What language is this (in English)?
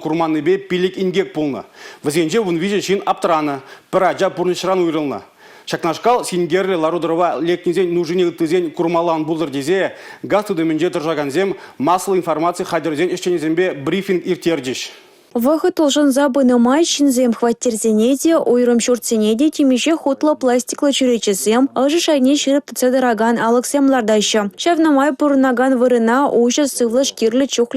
Chuvash